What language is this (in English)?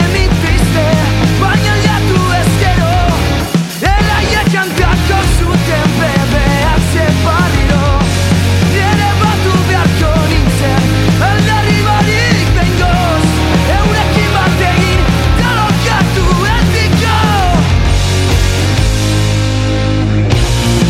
Basque